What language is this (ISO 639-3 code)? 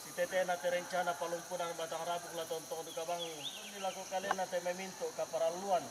sda